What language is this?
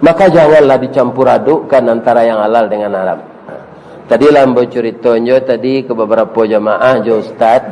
Minangkabau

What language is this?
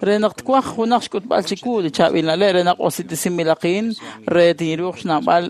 Kekchí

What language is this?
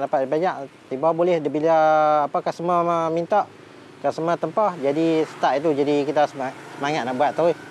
Malay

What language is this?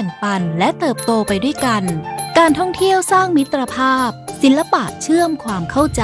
Thai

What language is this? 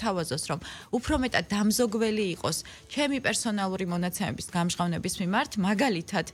Georgian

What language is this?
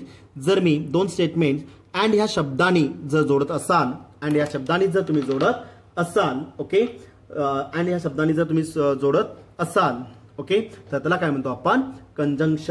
Marathi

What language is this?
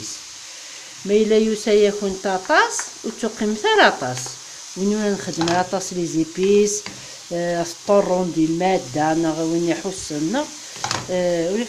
Kabyle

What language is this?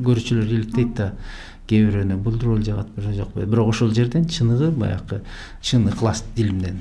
Kyrgyz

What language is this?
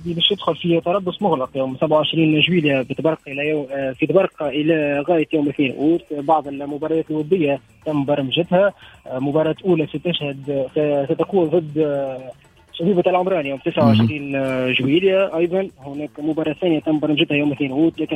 Tunisian Arabic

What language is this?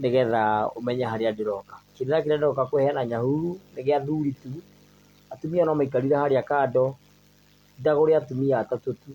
Kikuyu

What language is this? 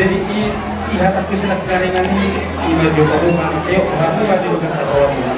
Batak Toba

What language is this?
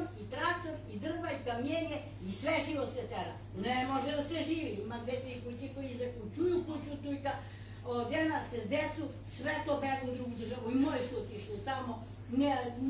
Serbian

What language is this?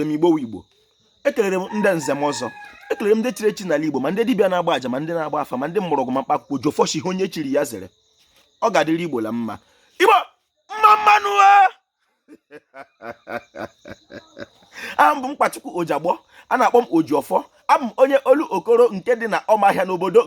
Igbo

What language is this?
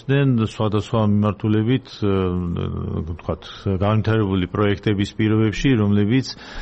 Georgian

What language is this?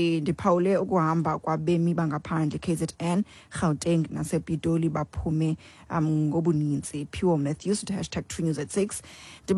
Xhosa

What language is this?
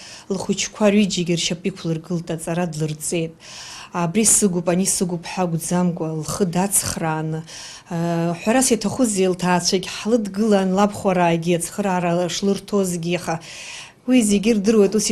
Abkhazian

